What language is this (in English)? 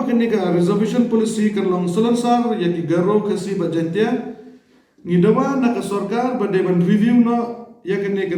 Khasi